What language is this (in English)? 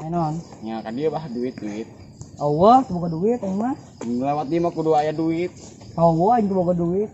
Sundanese